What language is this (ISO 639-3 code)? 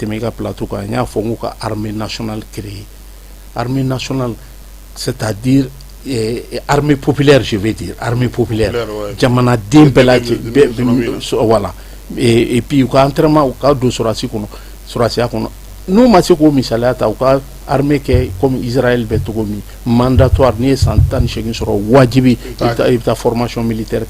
bam